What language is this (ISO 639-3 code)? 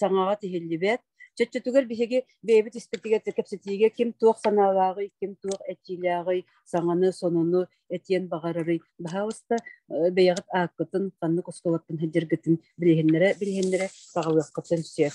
sah